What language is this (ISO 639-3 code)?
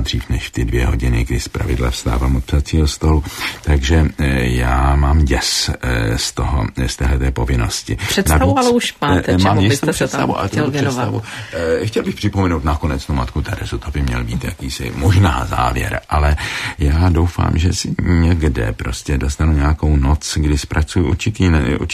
ces